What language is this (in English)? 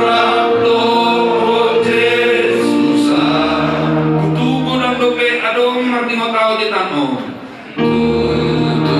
Batak Toba